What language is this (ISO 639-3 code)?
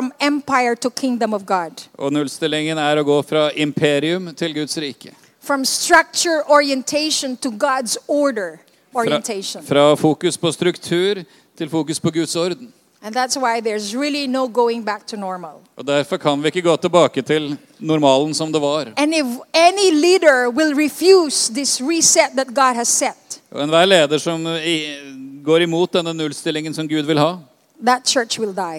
nor